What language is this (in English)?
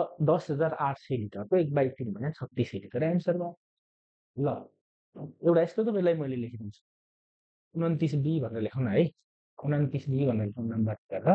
Nepali